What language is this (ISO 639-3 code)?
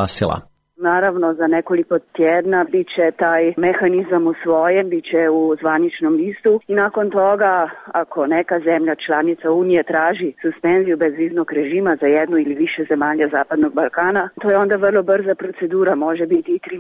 srp